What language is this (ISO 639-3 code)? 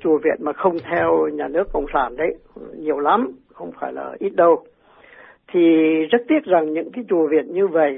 vie